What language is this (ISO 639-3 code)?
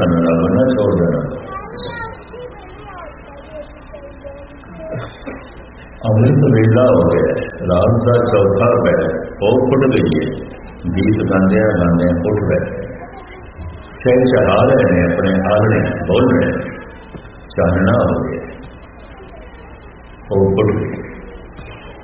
pan